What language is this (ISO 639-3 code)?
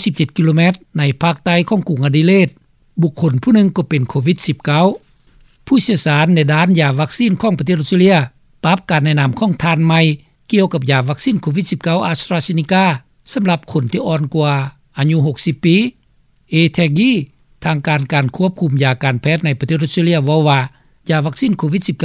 lao